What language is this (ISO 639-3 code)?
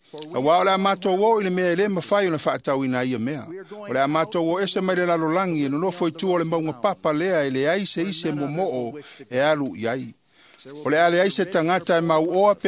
smo